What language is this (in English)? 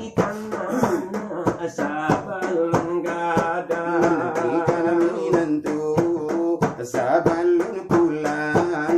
Minangkabau